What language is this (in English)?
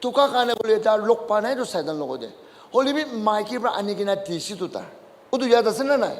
Naga Pidgin